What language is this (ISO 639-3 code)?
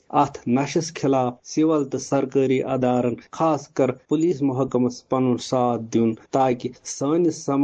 kas